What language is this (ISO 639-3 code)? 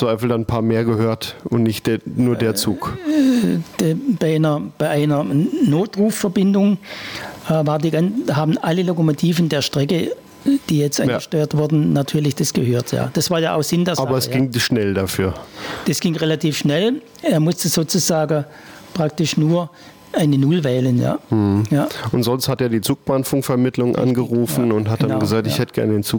deu